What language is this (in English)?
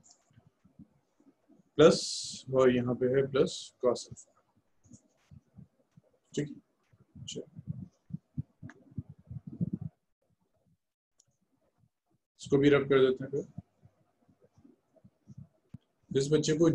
Hindi